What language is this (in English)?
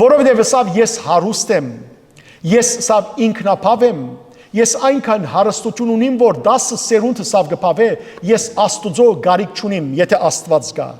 Western Armenian